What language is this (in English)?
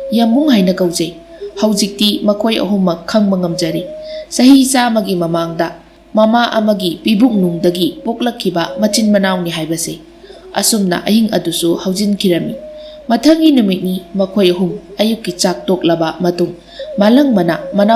Manipuri